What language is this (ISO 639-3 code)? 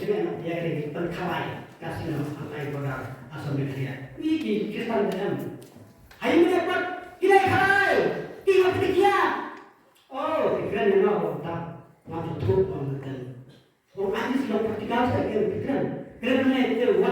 kha